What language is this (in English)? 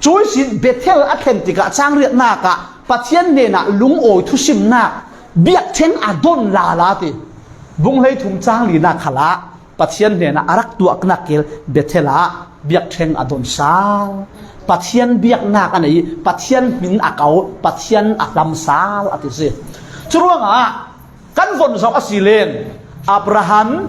Falam Chin